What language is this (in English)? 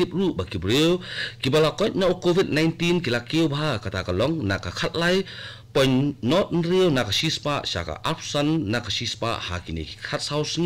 Khasi